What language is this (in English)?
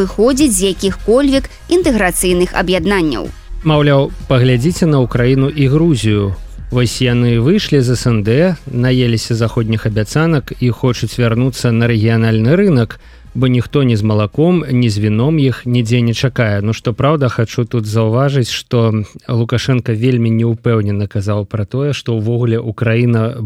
Belarusian